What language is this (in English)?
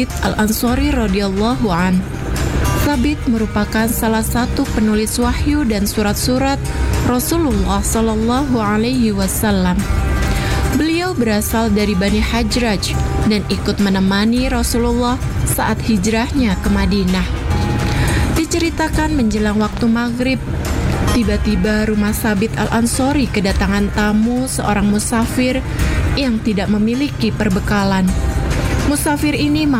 Indonesian